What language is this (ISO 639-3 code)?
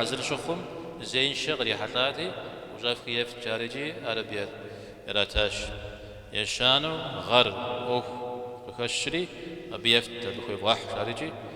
kbd